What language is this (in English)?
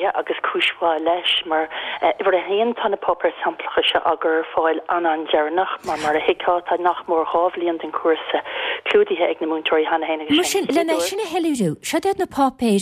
Irish